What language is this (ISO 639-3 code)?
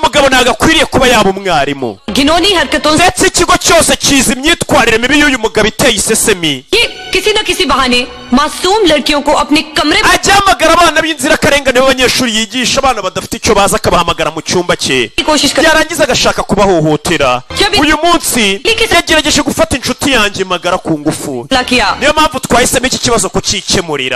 kin